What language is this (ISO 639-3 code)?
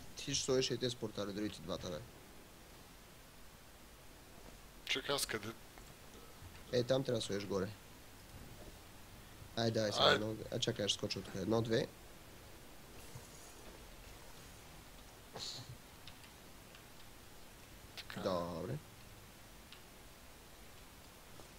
bul